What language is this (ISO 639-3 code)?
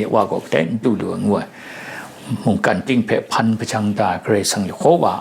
kac